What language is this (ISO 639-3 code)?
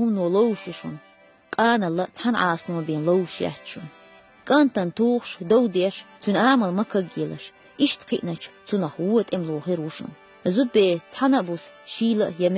che